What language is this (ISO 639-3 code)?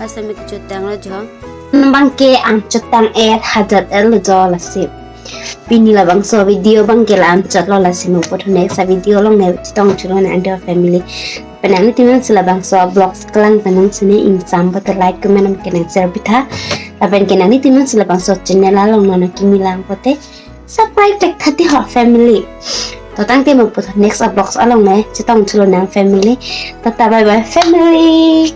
mjw